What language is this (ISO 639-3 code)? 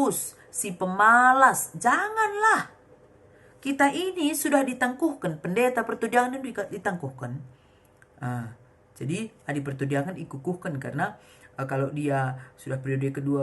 btx